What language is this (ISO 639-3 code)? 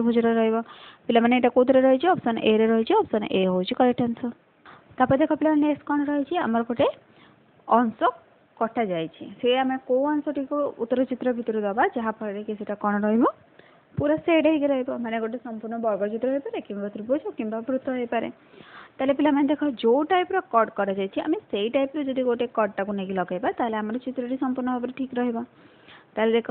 ori